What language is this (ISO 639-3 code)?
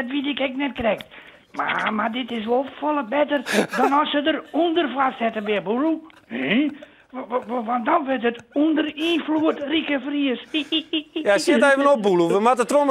fry